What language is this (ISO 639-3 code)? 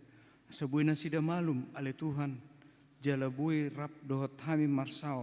bbc